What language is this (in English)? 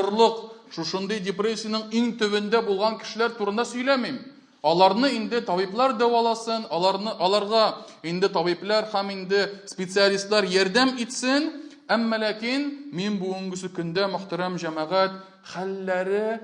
Tatar